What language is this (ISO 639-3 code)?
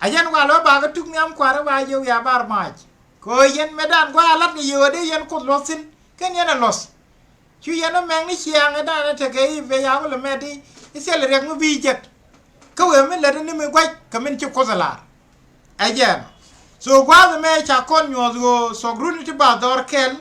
nus